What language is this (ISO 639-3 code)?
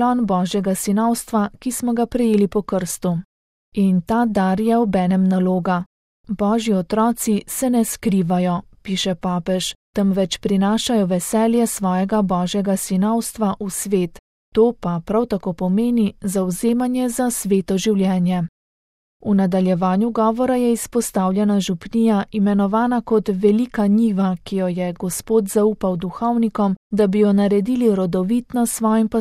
slv